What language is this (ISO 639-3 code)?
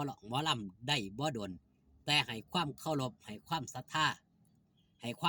tts